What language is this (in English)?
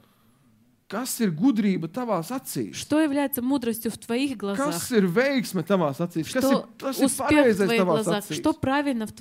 Latvian